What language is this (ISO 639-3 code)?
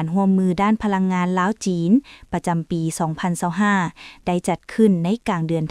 lao